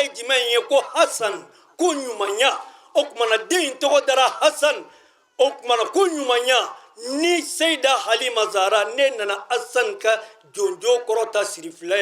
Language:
Bambara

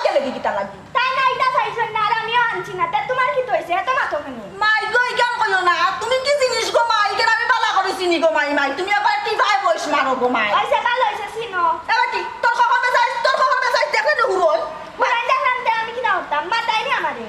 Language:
Sylheti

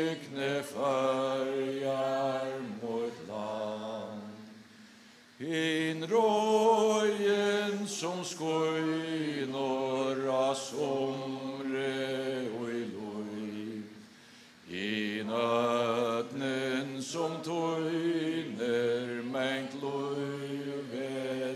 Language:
Faroese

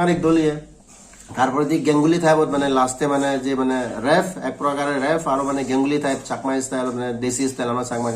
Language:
Chakma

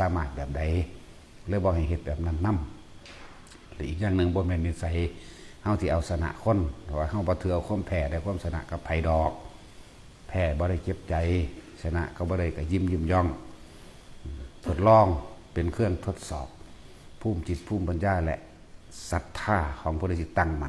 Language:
Northeastern Thai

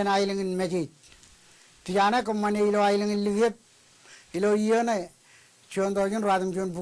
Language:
Marshallese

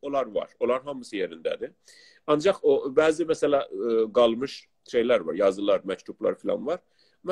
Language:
South Azerbaijani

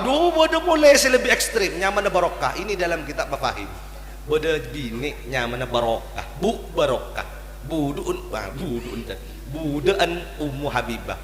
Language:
Madurese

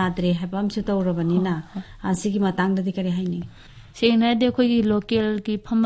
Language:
Manipuri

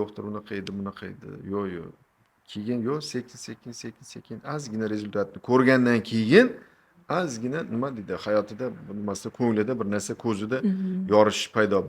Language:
Uzbek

